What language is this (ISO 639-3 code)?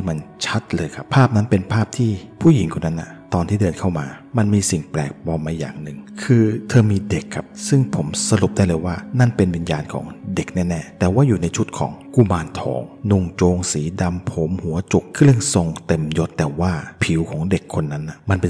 tha